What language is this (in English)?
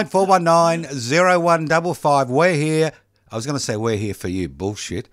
English